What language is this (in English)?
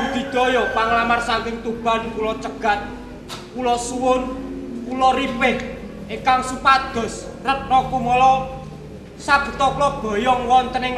Javanese